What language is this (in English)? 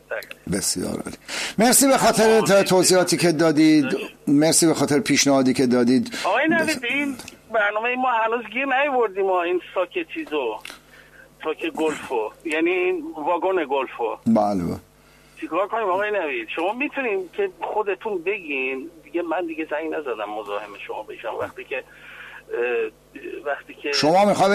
Persian